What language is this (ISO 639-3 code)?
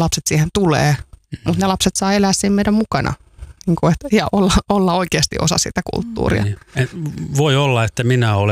fin